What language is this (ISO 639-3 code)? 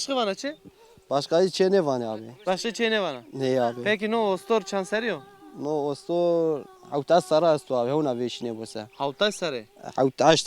zza